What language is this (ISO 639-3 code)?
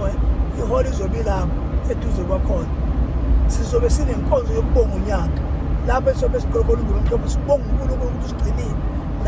zul